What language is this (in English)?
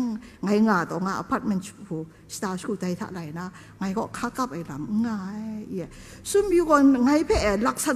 Kachin